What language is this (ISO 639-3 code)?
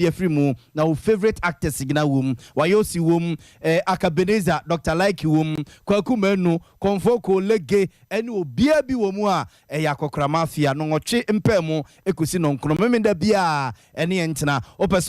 aka